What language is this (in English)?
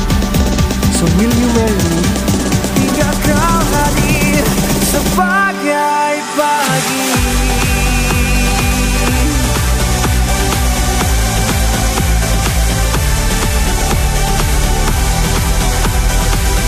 Indonesian